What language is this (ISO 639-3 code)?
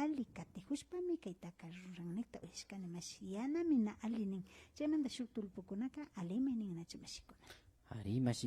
qvi